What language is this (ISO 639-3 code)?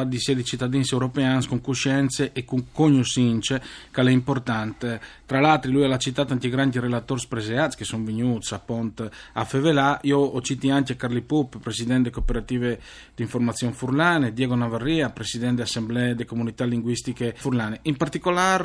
fur